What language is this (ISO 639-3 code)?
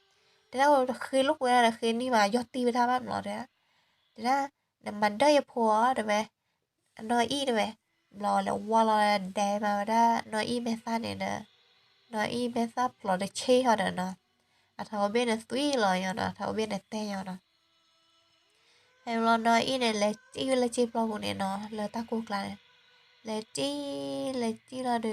ksw